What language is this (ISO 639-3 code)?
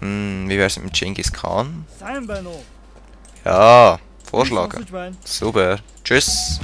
gsw